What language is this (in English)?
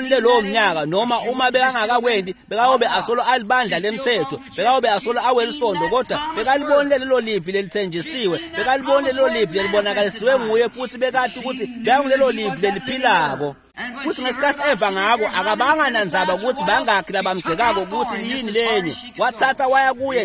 Swati